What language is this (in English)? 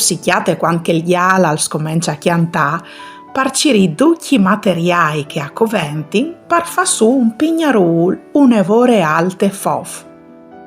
Friulian